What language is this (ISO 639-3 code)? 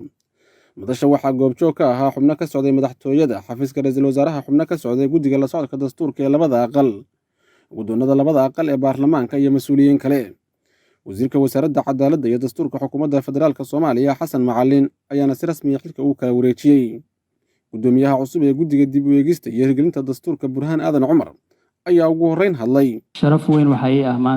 som